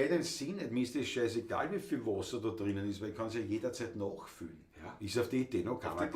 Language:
Bavarian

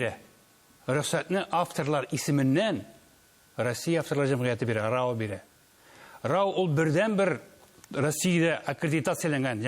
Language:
Tatar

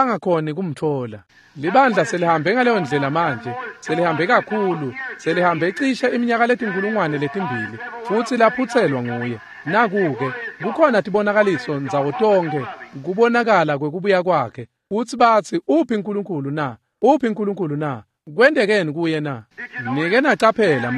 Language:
Swati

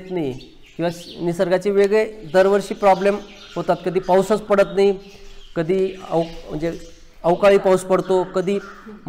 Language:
Marathi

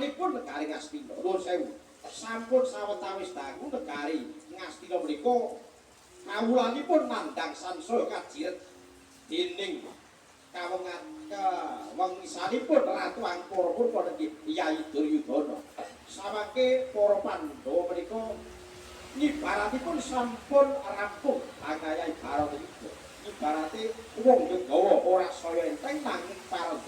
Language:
Javanese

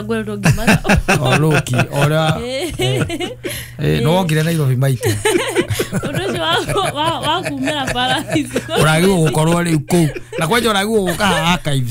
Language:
Kikuyu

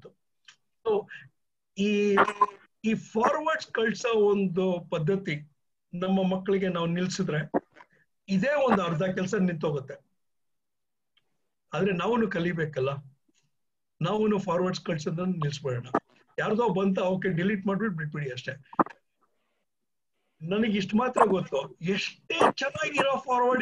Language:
Kannada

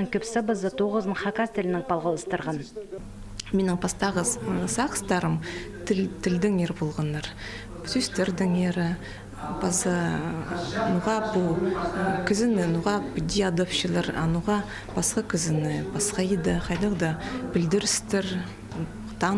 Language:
Khakas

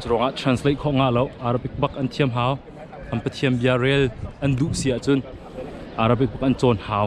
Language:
Hakha Chin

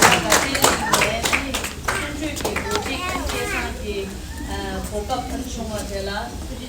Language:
Tibetan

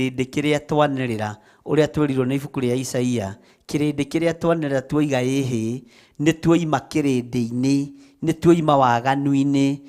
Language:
Kikuyu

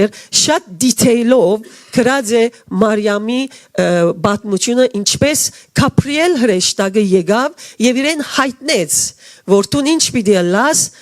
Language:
Western Armenian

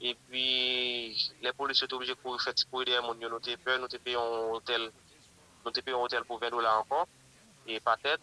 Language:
Haitian Creole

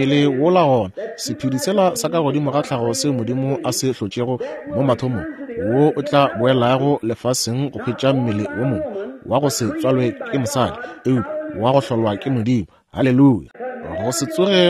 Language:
Northern Sotho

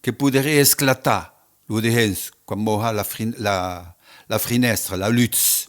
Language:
Occitan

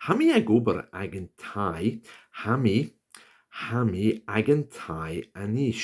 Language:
Scottish Gaelic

